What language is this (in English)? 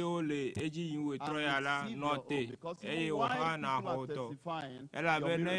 Ewe